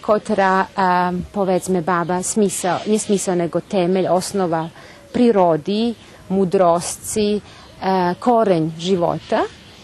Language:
Rusyn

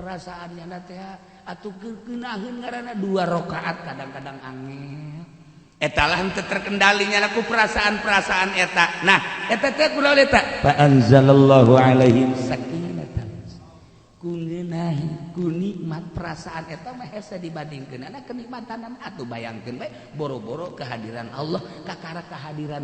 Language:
Sundanese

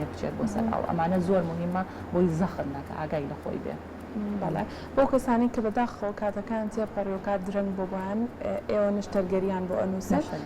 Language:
Central Kurdish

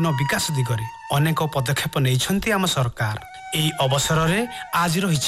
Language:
Odia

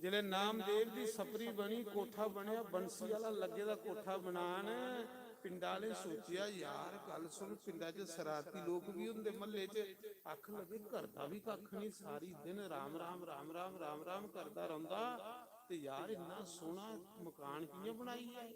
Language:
Dogri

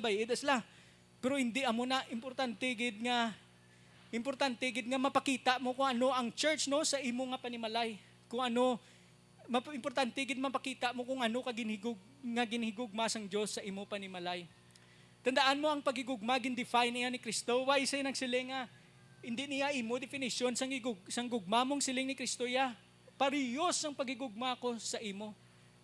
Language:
Hiligaynon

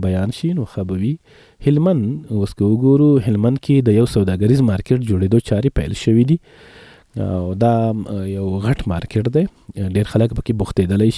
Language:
Pashto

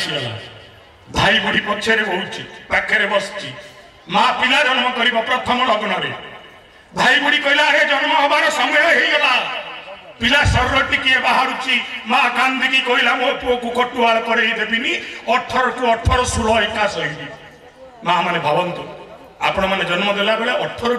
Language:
Odia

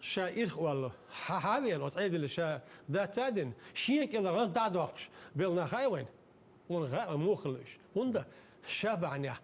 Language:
Chechen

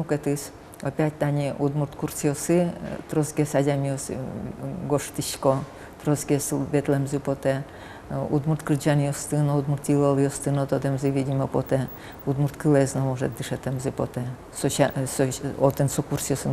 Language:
Udmurt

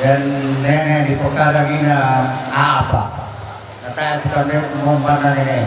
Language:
Toraja-Sa'dan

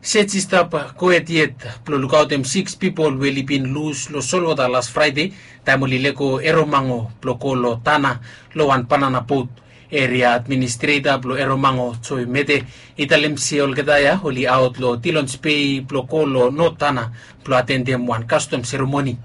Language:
Bislama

